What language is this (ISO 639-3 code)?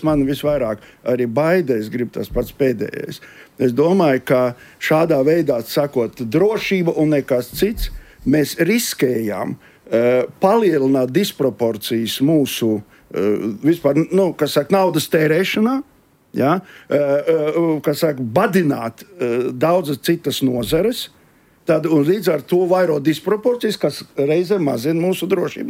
lav